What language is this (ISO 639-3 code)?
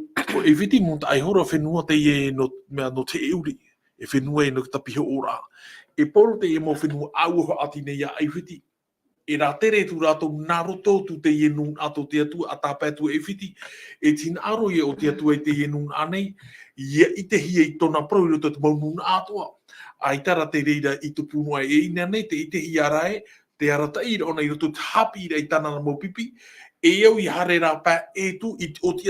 tah